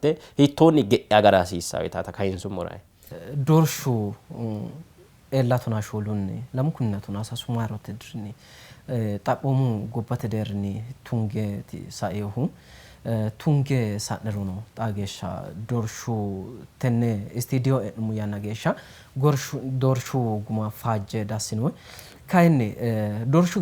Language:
Sidamo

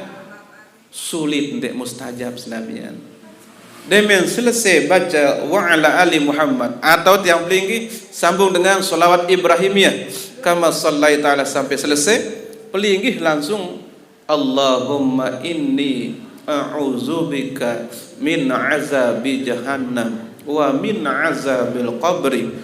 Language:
Sasak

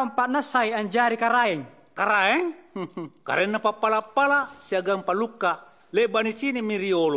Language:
Makasar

